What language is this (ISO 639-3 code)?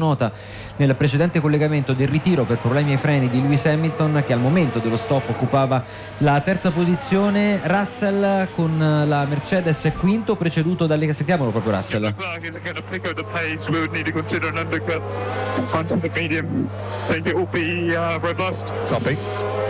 ita